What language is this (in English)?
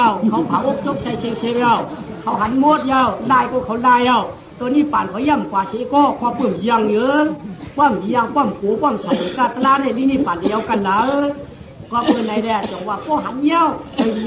Shan